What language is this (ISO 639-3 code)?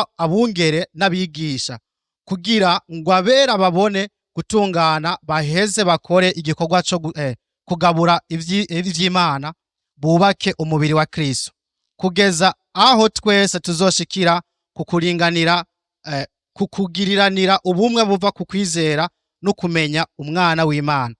run